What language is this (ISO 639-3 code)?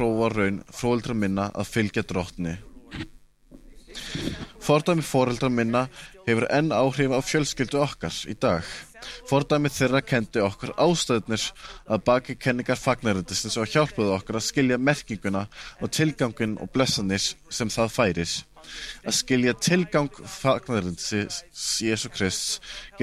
isl